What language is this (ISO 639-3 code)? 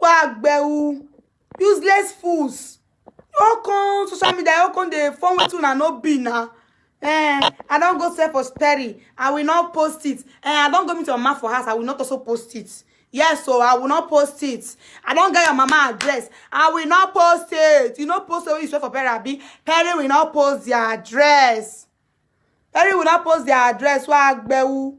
pcm